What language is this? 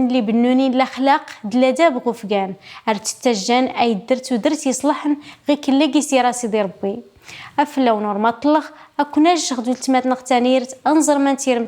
Kabyle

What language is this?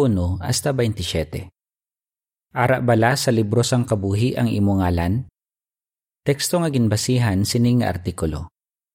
Hiligaynon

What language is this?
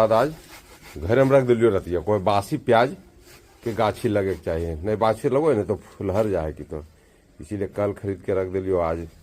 Magahi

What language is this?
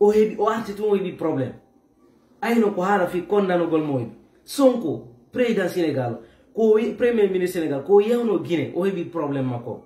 Fula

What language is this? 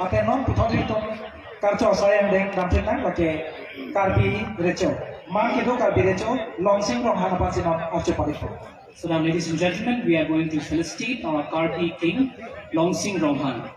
Karbi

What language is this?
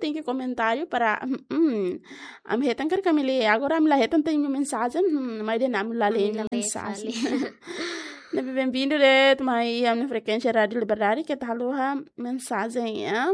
Tetum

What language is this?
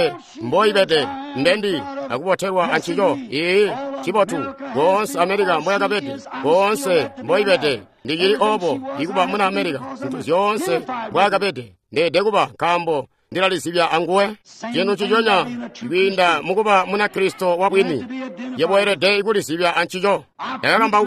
Tonga (Zambia)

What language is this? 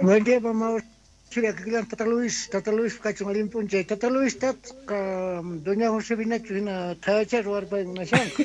South Bolivian Quechua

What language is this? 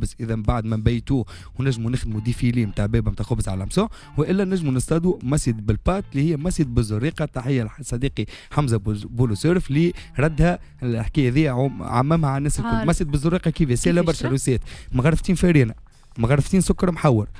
Tunisian Arabic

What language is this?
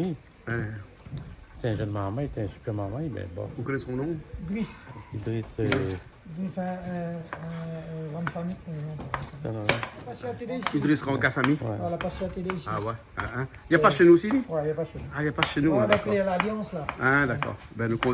Réunion Creole French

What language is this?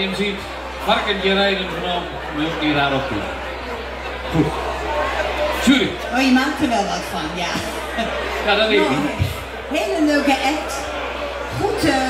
Dutch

